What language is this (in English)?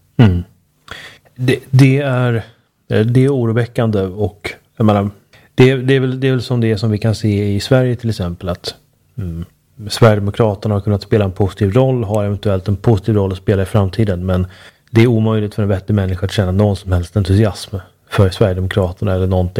Swedish